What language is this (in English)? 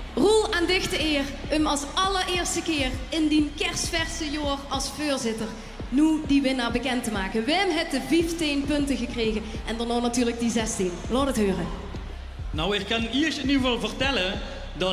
Limburgish